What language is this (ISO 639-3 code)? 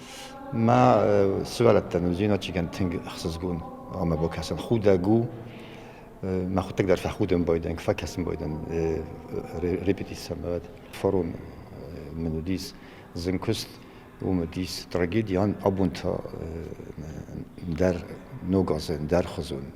oss